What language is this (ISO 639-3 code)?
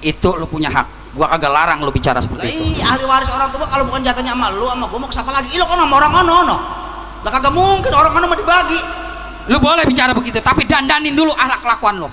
bew